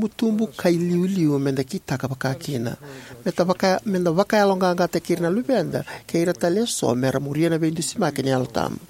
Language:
Fijian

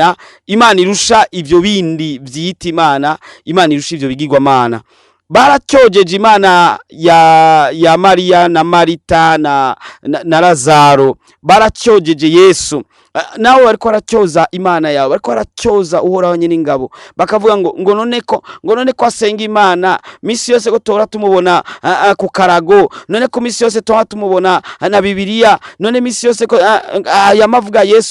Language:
Rundi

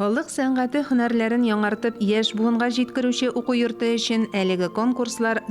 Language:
Tatar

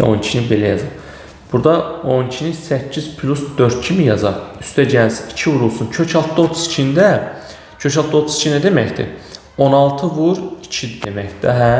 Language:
Azerbaijani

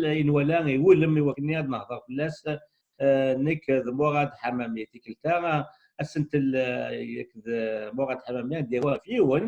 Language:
Kabyle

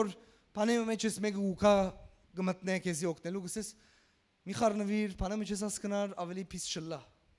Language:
Western Armenian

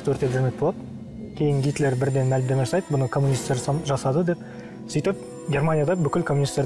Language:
Kazakh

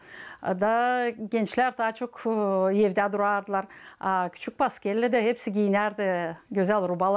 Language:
Gagauz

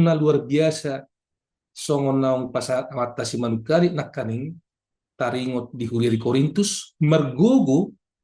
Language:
Batak Toba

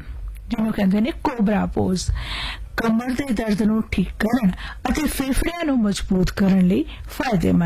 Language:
Punjabi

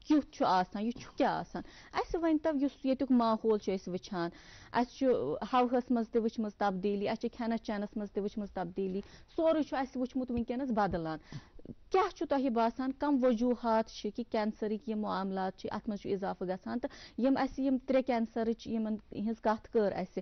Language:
Kashmiri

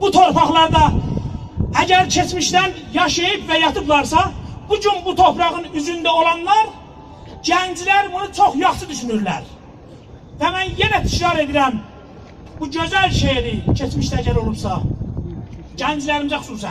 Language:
South Azerbaijani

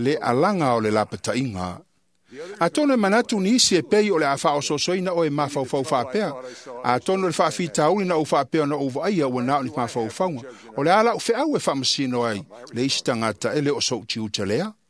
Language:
Samoan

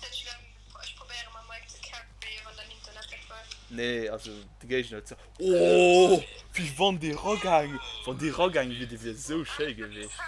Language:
Luxembourgish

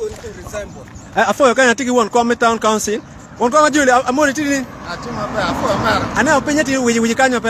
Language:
Acoli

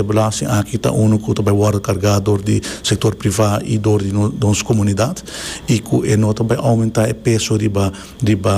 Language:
Papiamento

